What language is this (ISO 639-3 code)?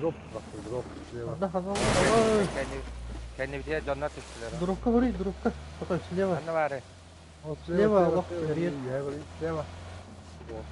sah